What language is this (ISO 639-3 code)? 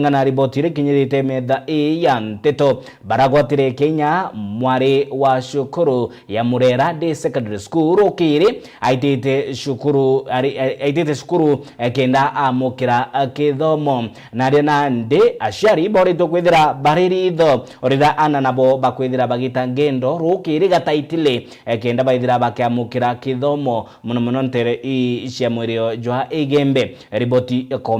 mer